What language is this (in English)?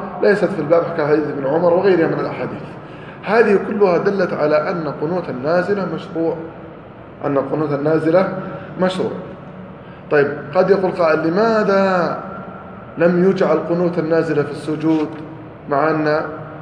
Arabic